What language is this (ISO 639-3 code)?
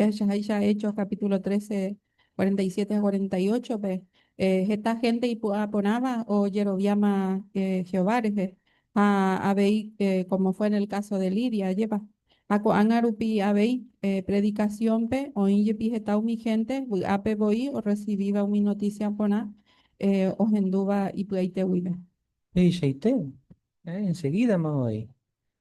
grn